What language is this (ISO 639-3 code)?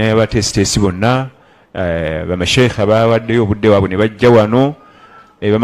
lug